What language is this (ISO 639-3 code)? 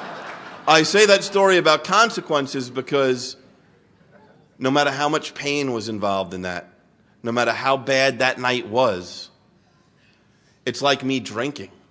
eng